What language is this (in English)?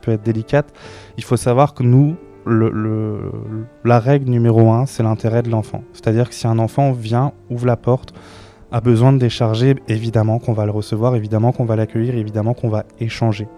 French